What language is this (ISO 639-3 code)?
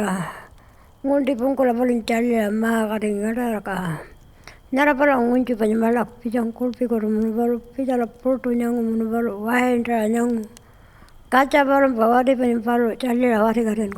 pjt